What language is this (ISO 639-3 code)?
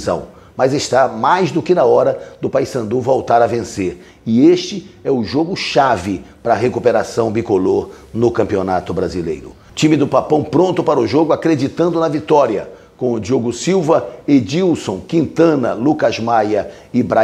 por